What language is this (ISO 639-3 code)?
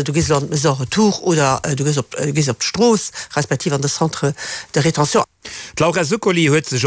ltz